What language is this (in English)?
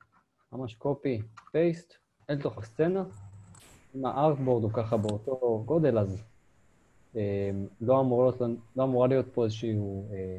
Hebrew